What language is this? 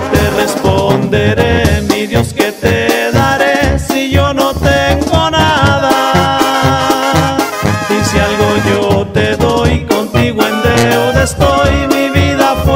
Spanish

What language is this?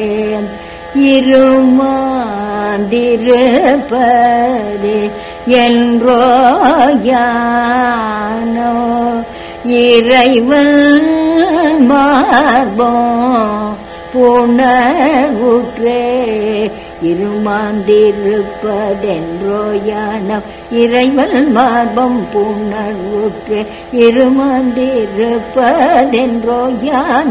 Tamil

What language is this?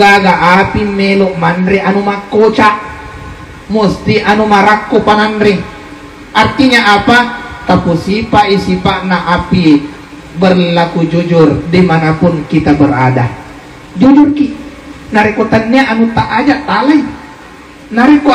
Buginese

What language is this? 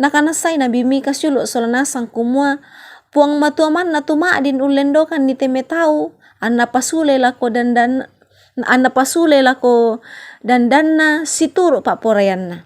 Toraja-Sa'dan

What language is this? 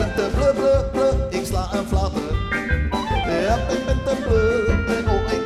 Dutch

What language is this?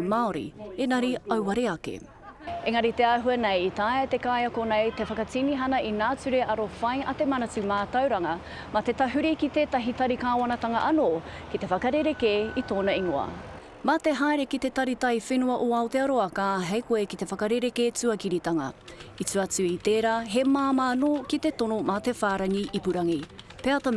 Māori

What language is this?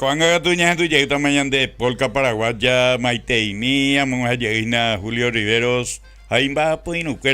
Guarani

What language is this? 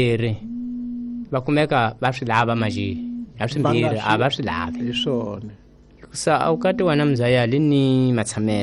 Tsonga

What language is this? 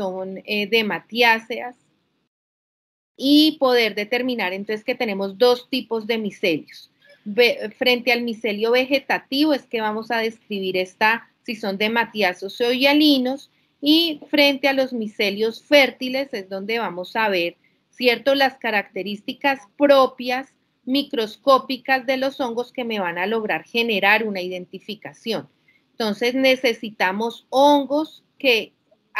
Spanish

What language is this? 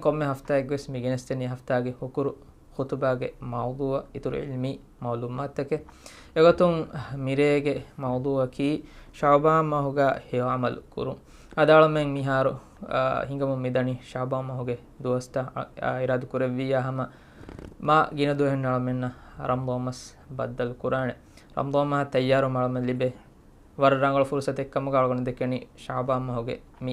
Divehi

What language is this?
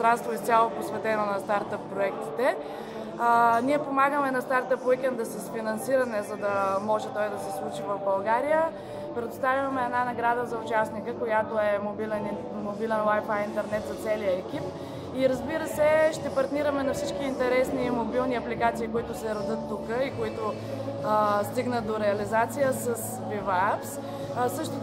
Bulgarian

